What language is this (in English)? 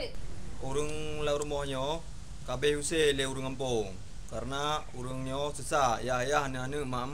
Achinese